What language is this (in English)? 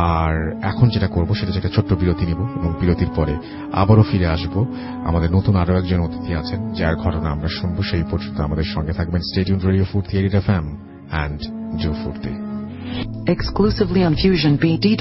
Bangla